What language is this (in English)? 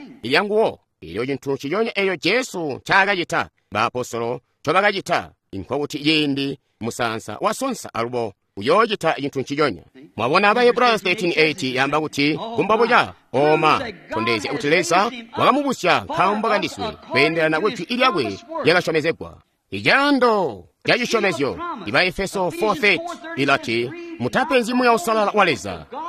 Tonga (Zambia)